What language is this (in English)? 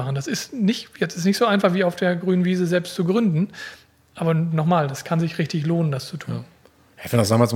German